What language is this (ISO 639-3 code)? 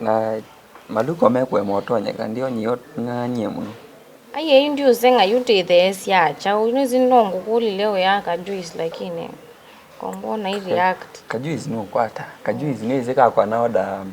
kam